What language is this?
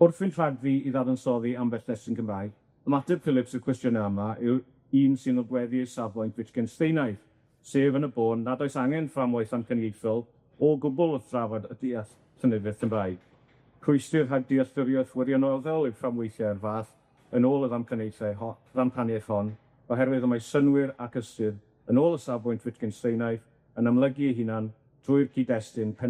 Welsh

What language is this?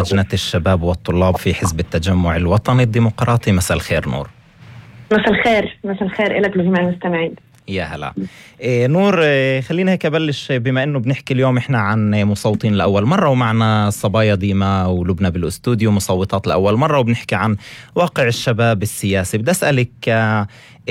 North Levantine Arabic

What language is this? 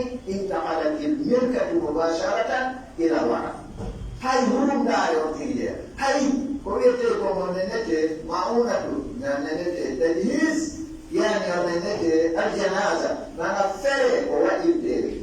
Pular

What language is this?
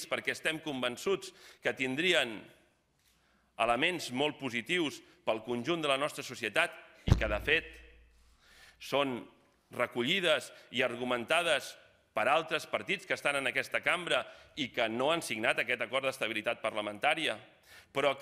Catalan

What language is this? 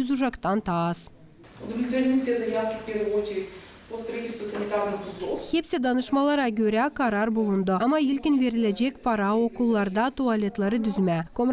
Gagauz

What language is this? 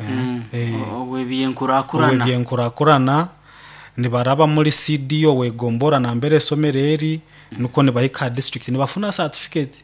Nyoro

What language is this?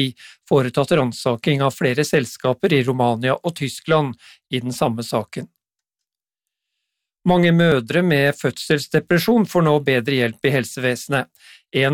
Norwegian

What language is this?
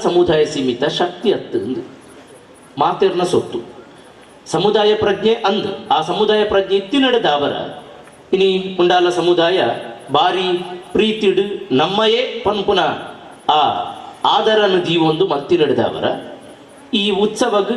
Tulu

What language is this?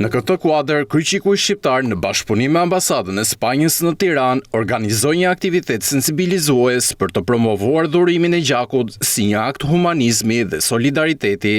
Albanian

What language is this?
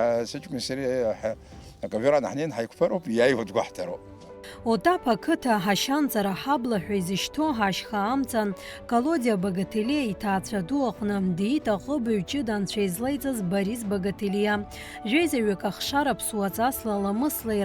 Abkhazian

